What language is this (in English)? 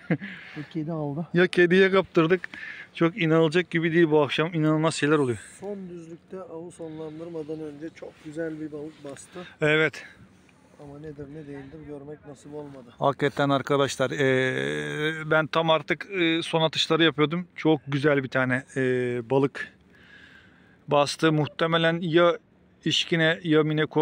Turkish